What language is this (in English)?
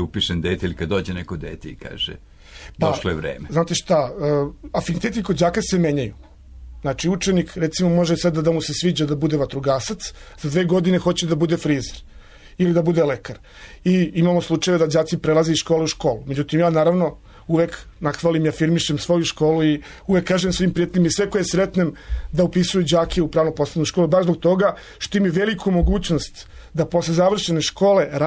Serbian